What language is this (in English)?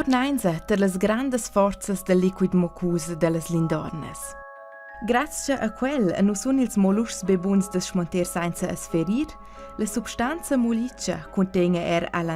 Romansh